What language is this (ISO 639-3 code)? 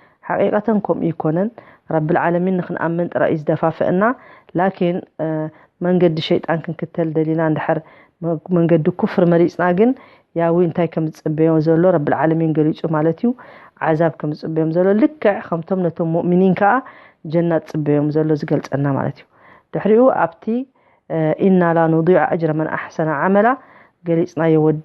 tir